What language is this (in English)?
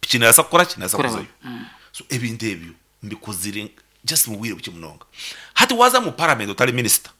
Nyankole